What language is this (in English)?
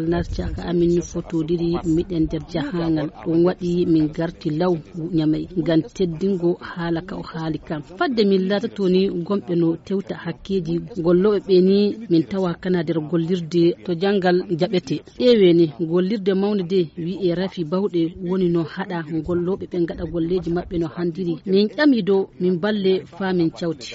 Fula